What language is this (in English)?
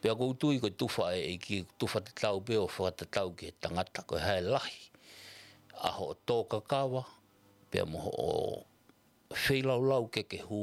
Tongan